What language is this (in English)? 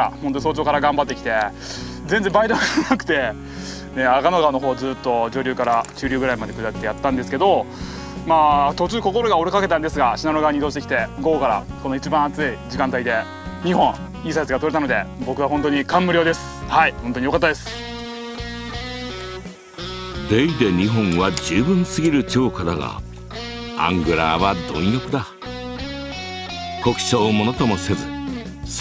Japanese